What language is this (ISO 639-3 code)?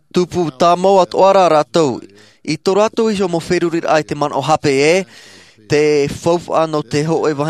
tah